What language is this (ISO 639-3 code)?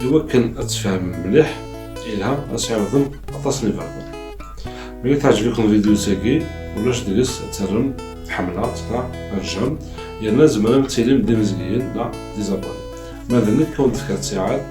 kab